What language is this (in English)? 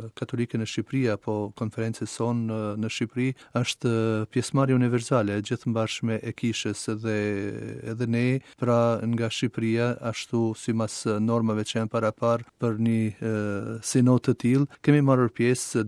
Albanian